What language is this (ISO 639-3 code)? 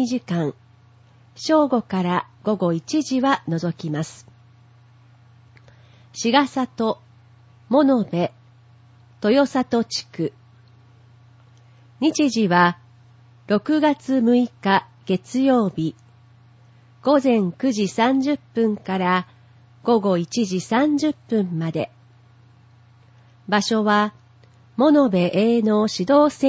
jpn